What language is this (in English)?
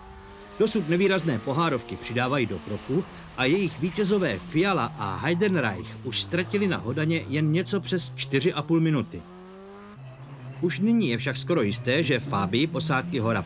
Czech